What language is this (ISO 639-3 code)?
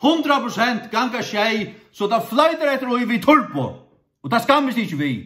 fao